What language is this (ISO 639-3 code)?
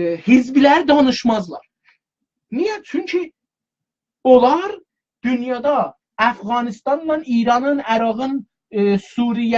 azb